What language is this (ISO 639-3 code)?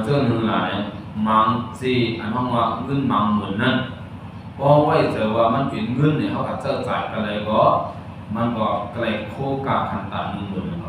shn